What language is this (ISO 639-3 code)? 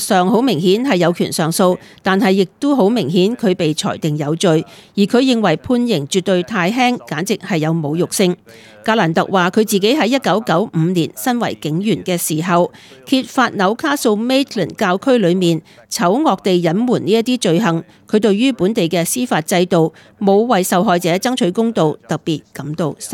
yue